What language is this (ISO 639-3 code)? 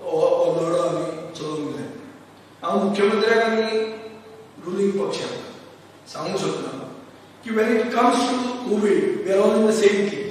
kok